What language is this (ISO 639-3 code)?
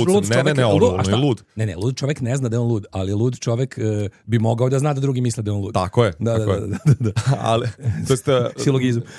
srp